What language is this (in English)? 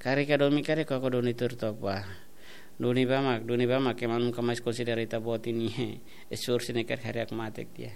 Tetum